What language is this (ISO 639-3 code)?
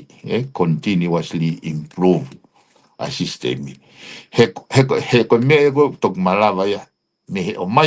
ton